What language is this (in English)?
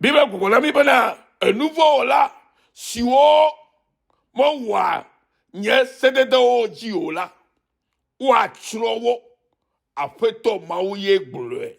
Ewe